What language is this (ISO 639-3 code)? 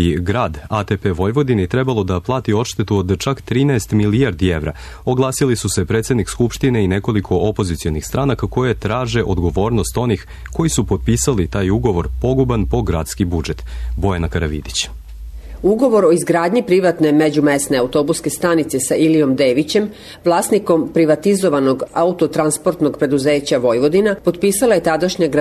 srp